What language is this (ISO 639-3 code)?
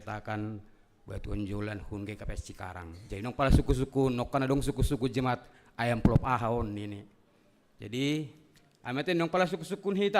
bts